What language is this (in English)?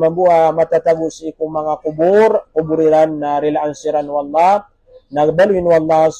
Maranao